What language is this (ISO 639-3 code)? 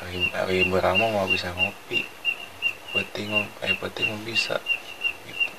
sun